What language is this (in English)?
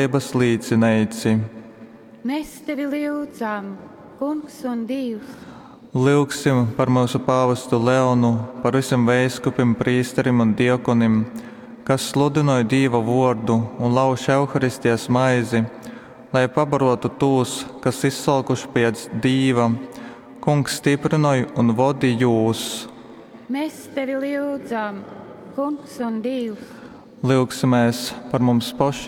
Latgalian